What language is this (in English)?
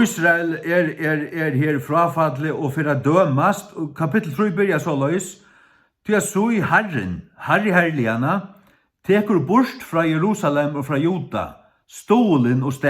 Faroese